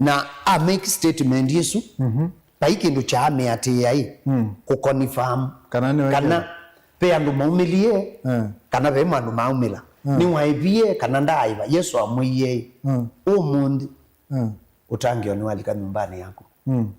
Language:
Kamba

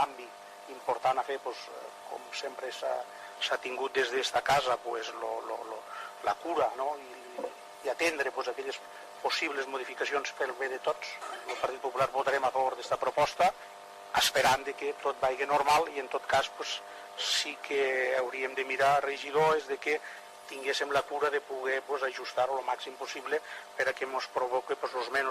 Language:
Catalan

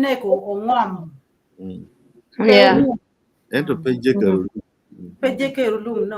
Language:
Acoli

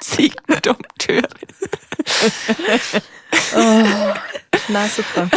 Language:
Bavarian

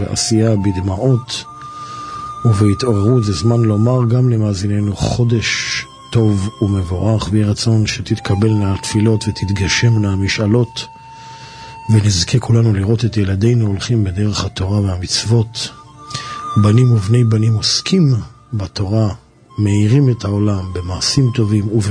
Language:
Hebrew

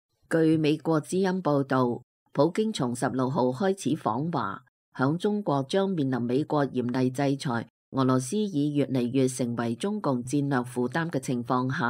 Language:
Cantonese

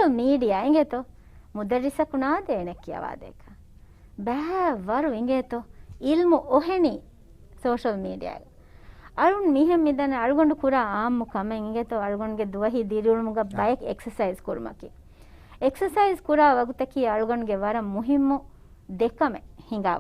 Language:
Divehi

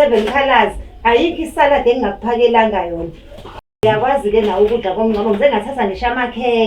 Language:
Zulu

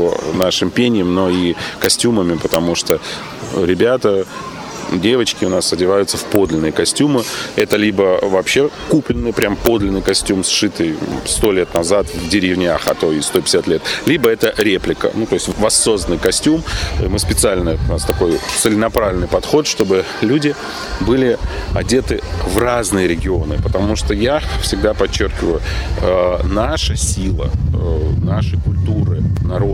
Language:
Russian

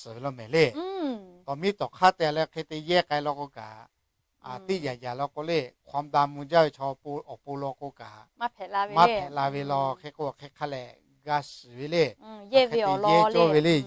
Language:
Lahu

